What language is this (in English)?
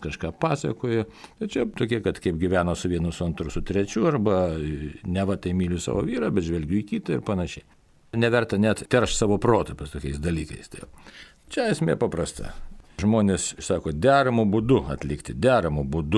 Lithuanian